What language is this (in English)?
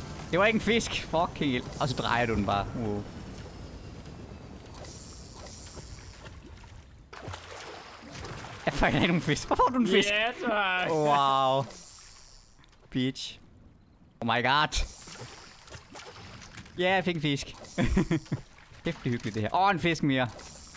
Danish